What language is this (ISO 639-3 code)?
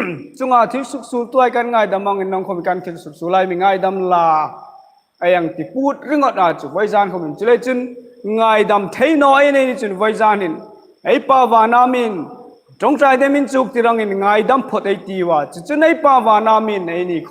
hmr